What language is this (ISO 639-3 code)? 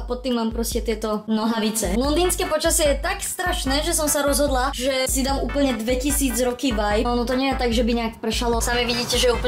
slk